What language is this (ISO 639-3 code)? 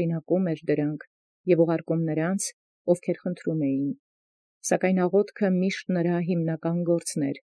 hye